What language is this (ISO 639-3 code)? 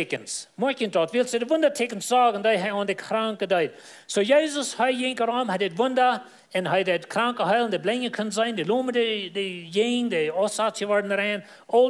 pdt